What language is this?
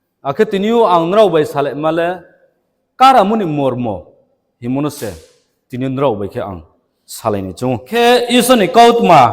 Riang (India)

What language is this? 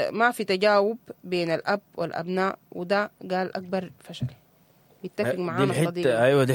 Sudanese Arabic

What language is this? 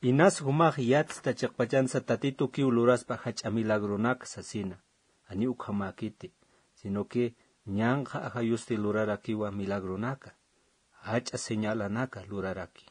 Aymara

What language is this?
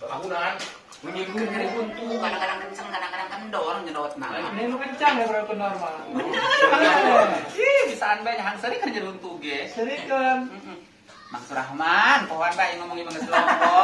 Sundanese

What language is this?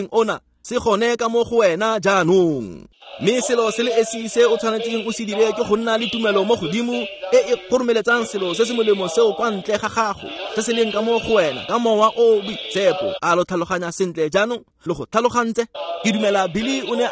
Tswana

